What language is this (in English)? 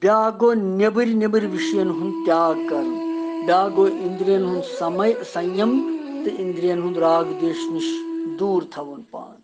Kashmiri